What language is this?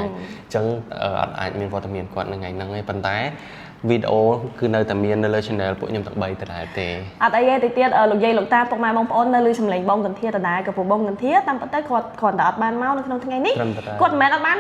Khmer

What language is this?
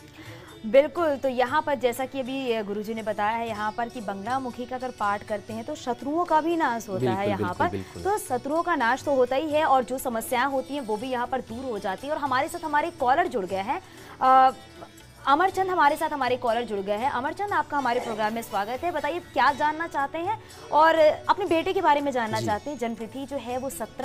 Hindi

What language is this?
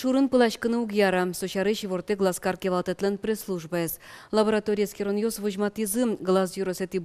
Udmurt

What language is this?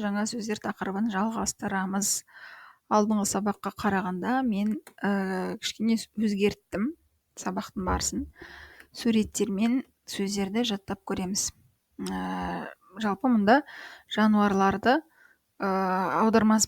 Kazakh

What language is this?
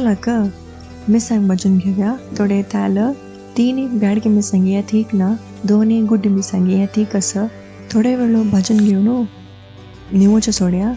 Konkani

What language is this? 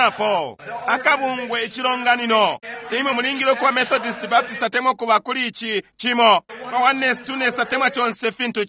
Bemba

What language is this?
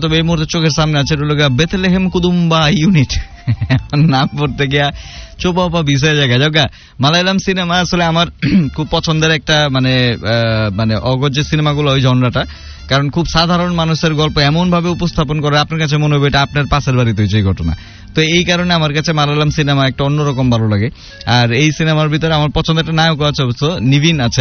Bangla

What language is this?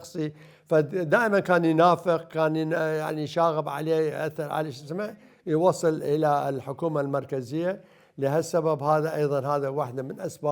Mesopotamian Arabic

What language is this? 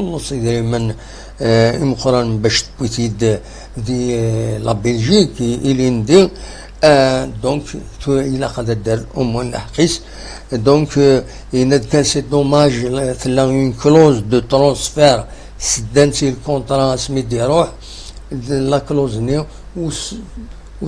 Kabyle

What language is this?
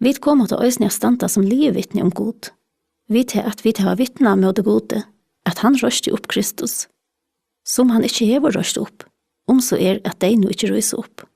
Faroese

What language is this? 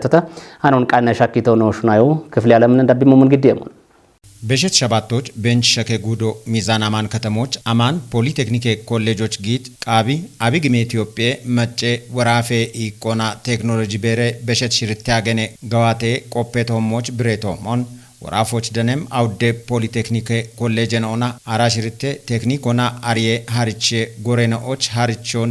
Kafa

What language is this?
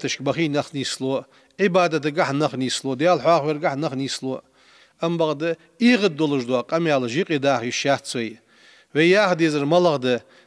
Ingush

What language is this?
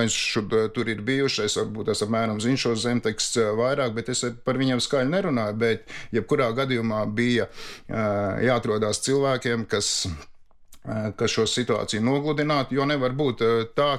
Latvian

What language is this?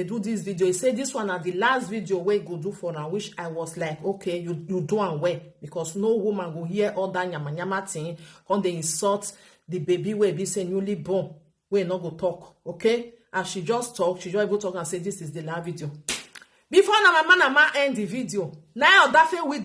Nigerian Pidgin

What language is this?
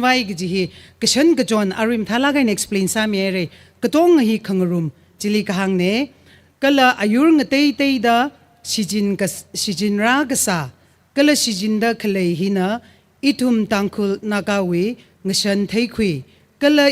Tangkhul Naga (India)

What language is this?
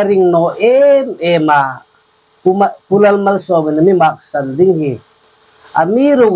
Hmar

